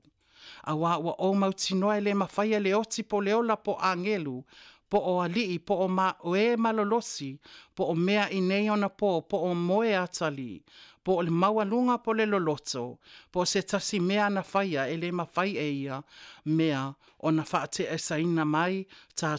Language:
Samoan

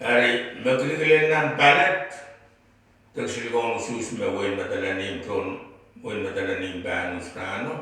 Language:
Pohnpeian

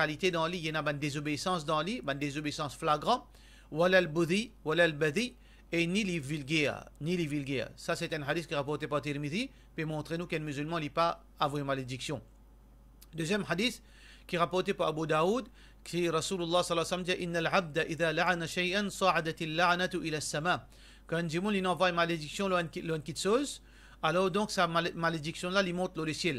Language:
Morisyen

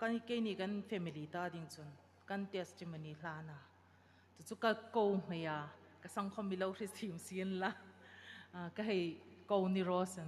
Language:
Hmar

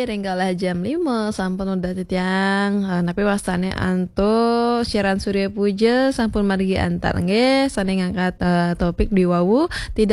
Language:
Balinese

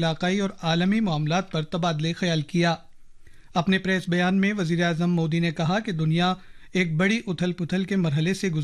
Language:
Urdu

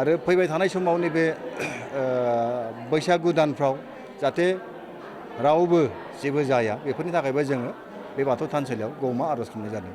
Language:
Bodo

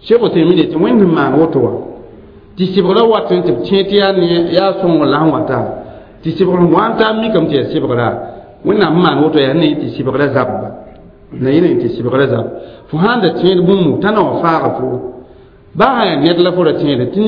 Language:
Mossi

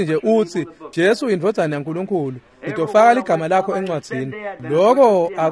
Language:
Swati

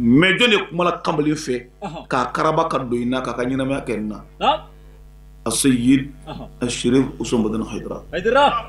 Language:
Bambara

